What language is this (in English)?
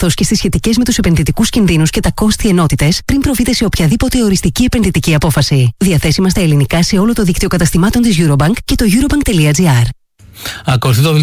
Greek